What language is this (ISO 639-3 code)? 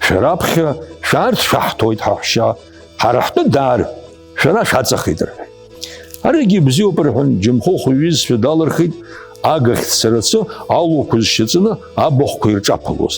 abk